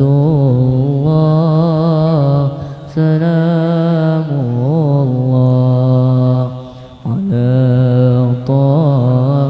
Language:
Banjar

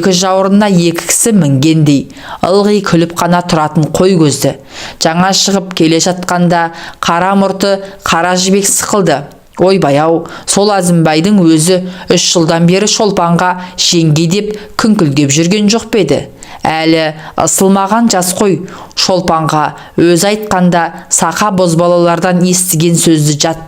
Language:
Kazakh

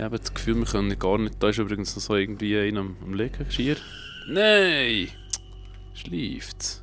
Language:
Swiss German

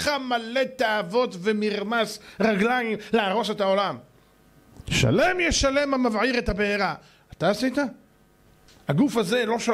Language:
Hebrew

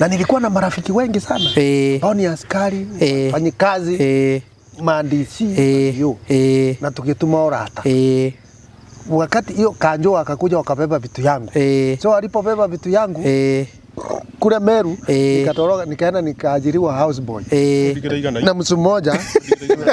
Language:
Kikuyu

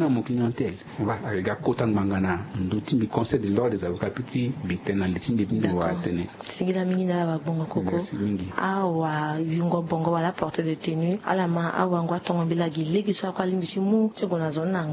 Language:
Sango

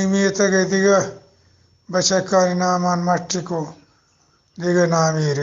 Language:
Eastern Balochi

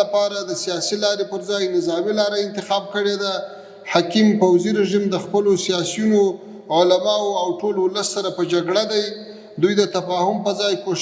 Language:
Pashto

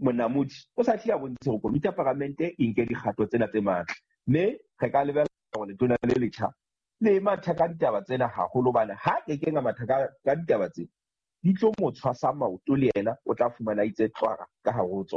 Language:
Southern Sotho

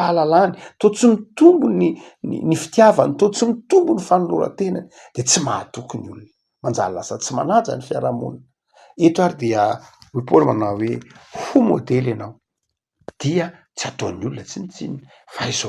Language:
Malagasy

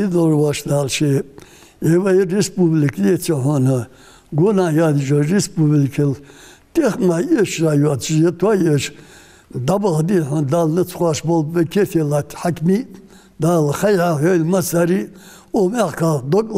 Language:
Ingush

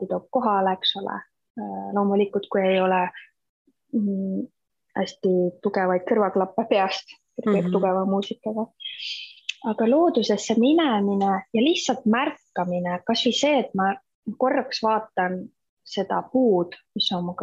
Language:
Estonian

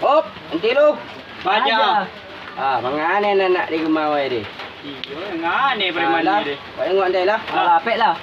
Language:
Minangkabau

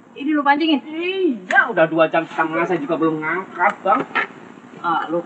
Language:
Betawi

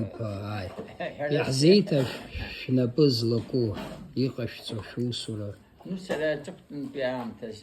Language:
Abkhazian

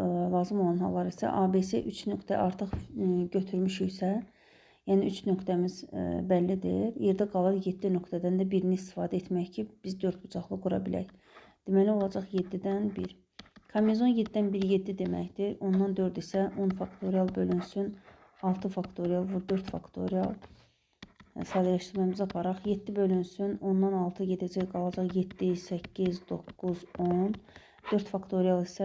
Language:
Azerbaijani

